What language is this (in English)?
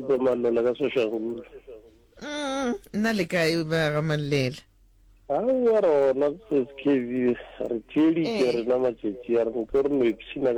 Northern Sotho